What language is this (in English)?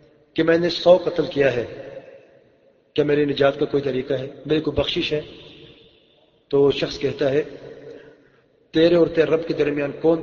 Urdu